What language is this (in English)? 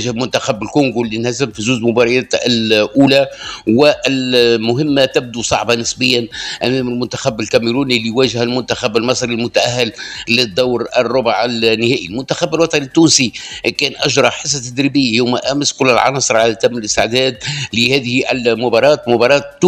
Tunisian Arabic